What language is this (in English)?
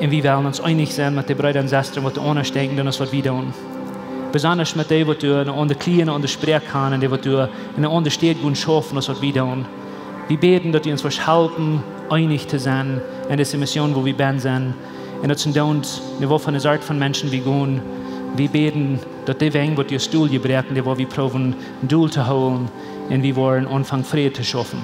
Plautdietsch